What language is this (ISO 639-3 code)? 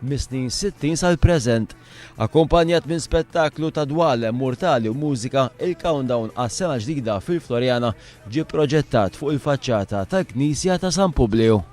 mlt